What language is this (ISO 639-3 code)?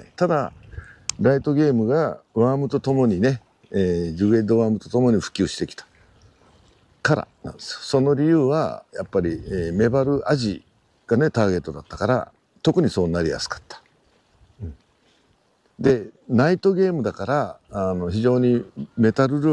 jpn